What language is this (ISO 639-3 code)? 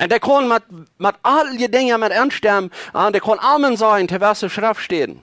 pdt